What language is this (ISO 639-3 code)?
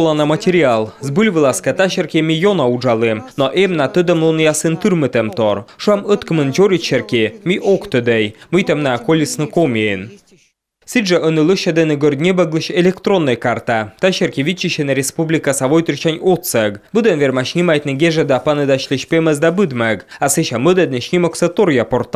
kom